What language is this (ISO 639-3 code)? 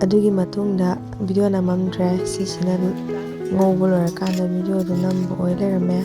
mni